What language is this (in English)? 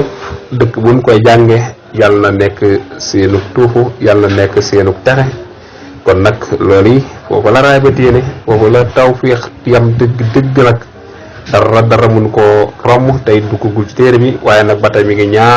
Wolof